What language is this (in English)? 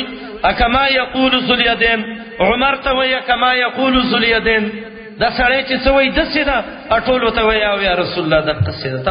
Pashto